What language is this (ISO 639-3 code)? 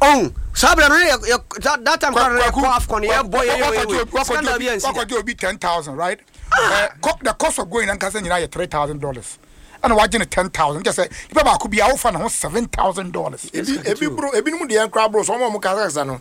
aka